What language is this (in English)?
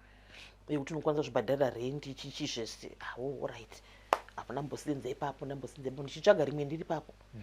Shona